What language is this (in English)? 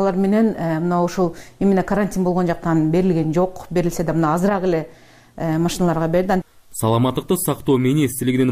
Kyrgyz